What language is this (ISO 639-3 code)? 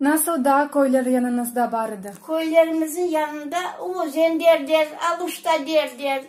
crh